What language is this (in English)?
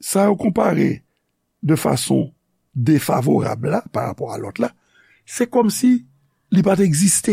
Haitian Creole